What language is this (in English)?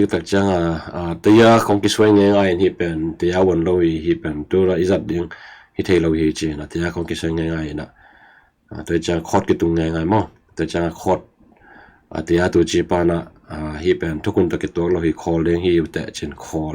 Tedim Chin